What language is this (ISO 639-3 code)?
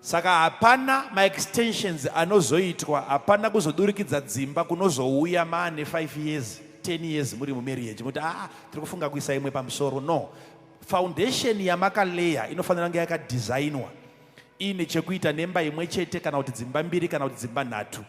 sna